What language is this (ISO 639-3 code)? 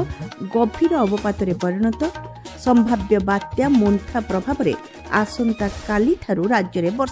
ori